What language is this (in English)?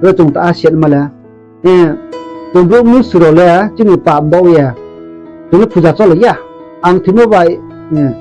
Riang (India)